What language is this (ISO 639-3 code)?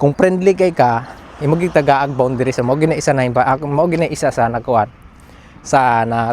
ceb